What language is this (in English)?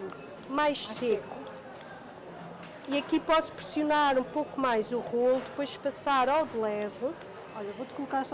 Portuguese